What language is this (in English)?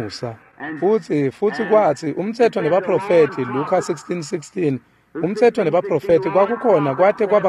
Swati